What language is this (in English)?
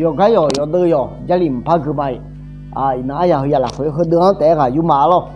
Akha